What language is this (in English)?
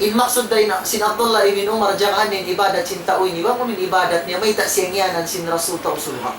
Tausug